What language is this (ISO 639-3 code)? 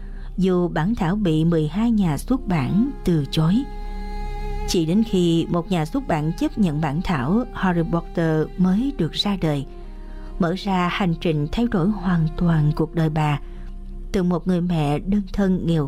vie